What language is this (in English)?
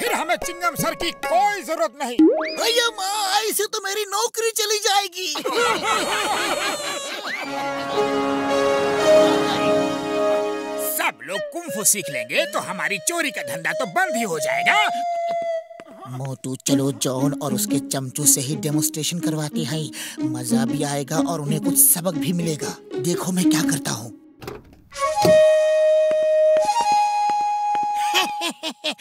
Hindi